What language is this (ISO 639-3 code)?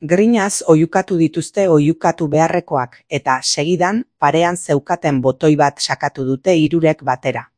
eus